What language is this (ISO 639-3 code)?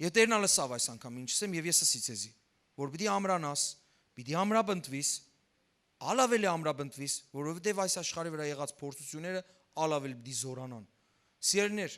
hyw